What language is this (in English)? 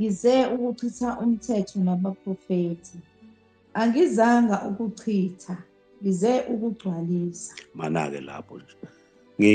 Zulu